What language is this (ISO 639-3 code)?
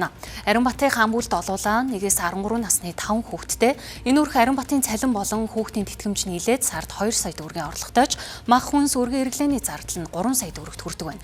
mon